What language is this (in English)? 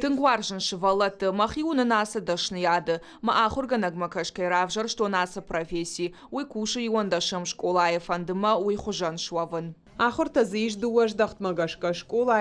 Ossetic